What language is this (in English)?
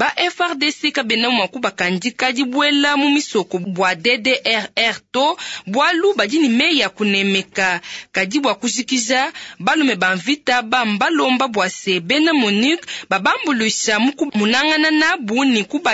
Luba-Lulua